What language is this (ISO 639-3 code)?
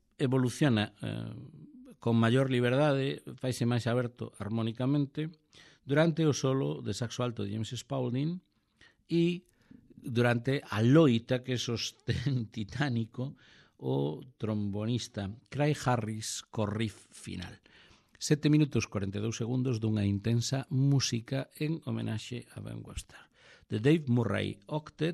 glg